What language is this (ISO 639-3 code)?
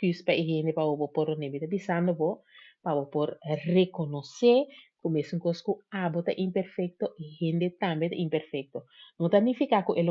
pap